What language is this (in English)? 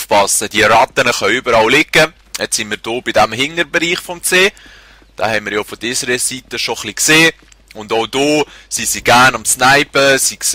Swiss German